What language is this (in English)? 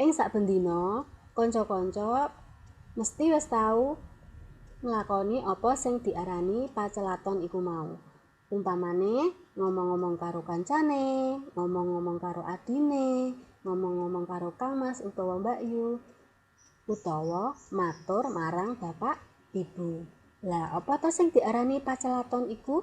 Javanese